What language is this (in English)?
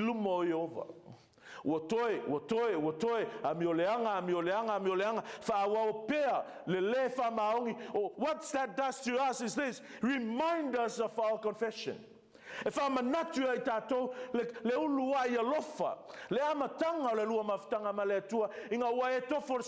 Samoan